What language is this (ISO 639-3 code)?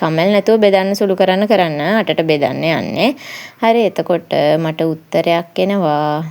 sin